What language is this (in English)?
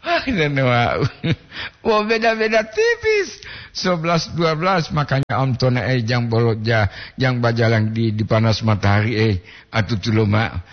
Gorontalo